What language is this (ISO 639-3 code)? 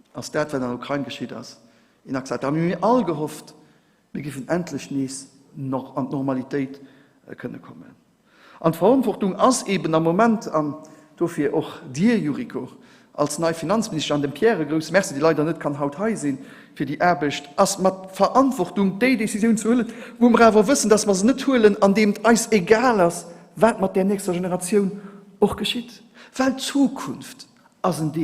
ltz